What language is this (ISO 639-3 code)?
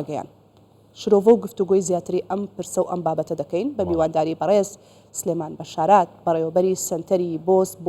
ckb